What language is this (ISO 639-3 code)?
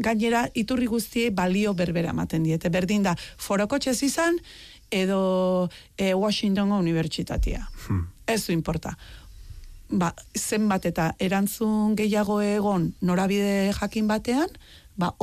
eus